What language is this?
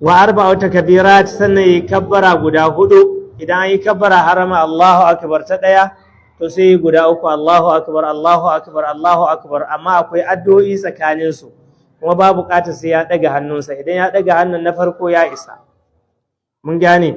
Hausa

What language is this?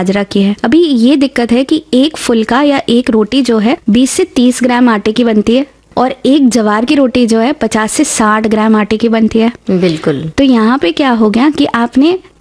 Hindi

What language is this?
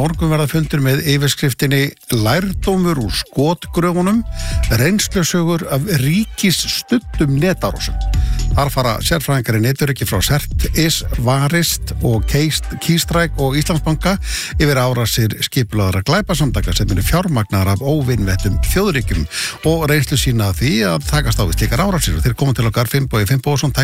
Icelandic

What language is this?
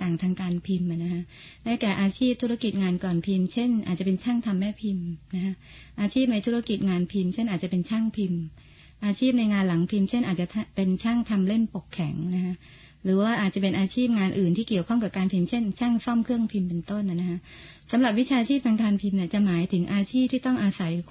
Thai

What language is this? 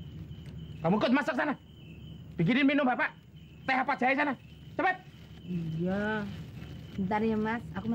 Betawi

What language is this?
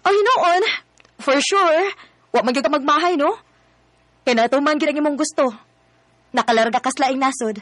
Cebuano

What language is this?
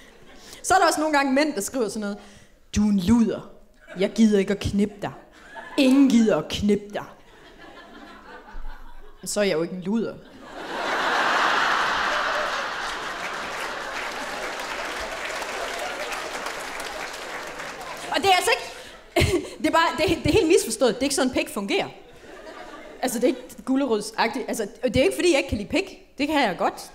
Danish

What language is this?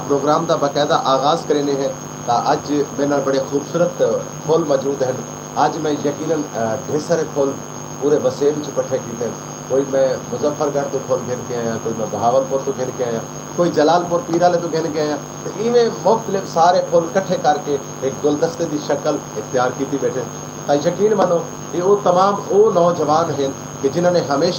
Saraiki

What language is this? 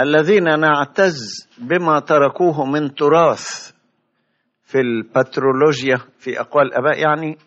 Egyptian Arabic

